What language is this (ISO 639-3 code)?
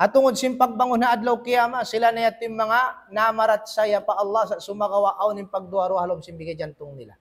tsg